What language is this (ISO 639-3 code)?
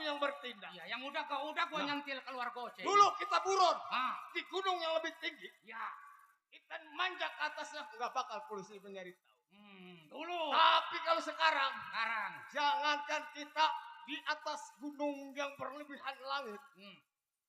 bew